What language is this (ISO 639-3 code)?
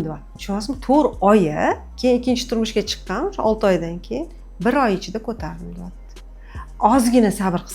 uzb